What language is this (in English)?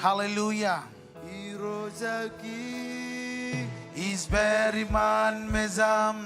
Marshallese